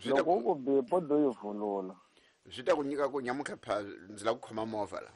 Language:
Tsonga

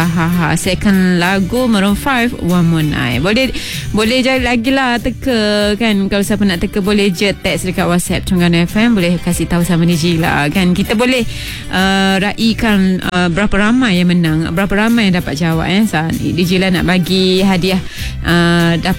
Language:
Malay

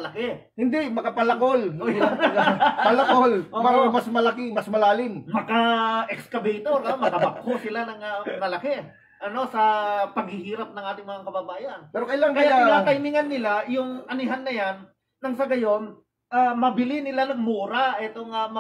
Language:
Filipino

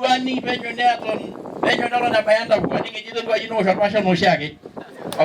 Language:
Masai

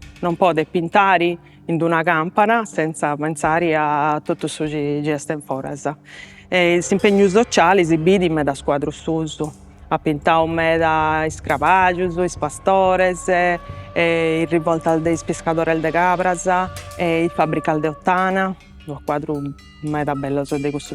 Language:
Sardinian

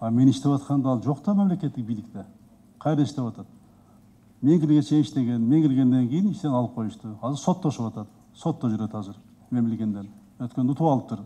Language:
Kyrgyz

